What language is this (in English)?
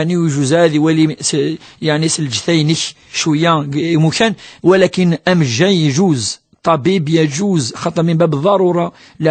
Kabyle